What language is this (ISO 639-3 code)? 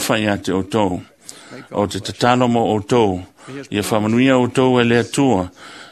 smo